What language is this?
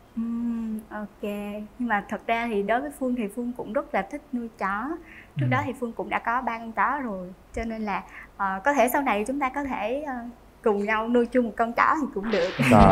Vietnamese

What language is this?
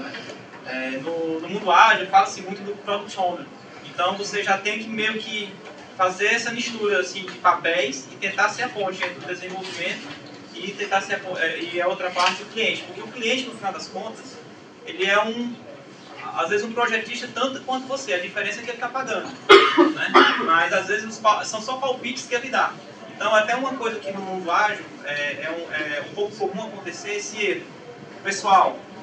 Portuguese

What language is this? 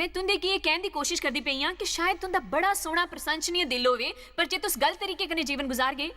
Dogri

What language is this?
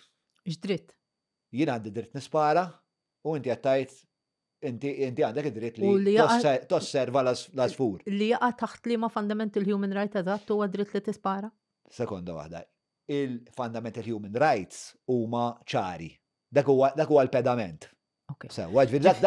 Maltese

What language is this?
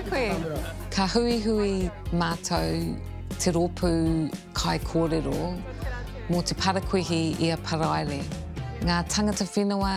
Māori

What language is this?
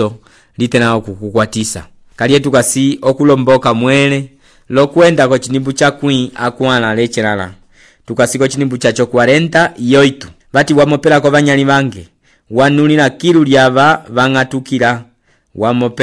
Umbundu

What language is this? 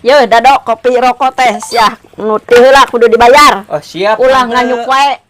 Sundanese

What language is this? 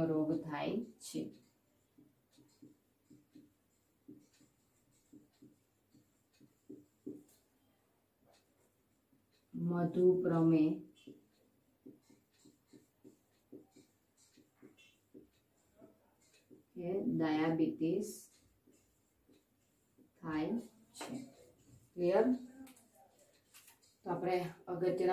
Gujarati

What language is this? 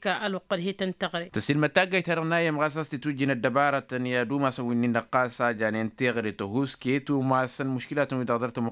Tamasheq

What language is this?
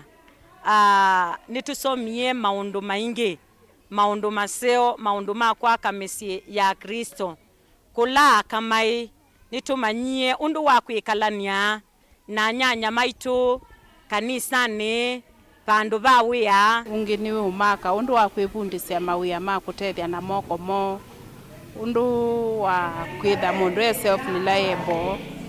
Kamba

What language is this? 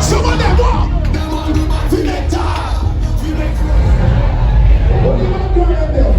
Jamaican Creole English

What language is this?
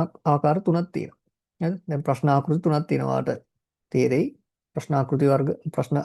Sinhala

